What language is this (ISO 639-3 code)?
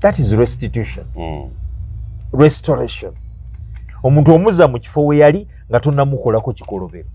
lug